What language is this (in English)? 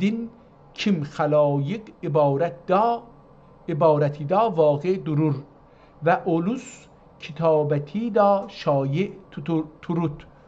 South Azerbaijani